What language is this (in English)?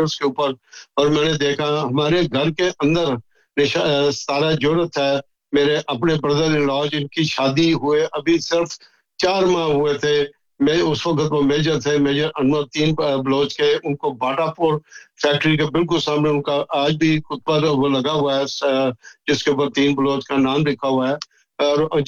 Urdu